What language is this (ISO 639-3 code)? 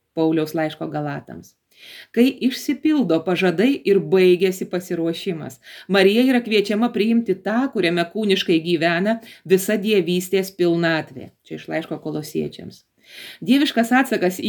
lit